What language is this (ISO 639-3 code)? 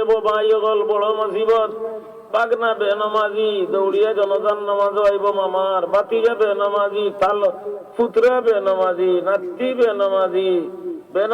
syl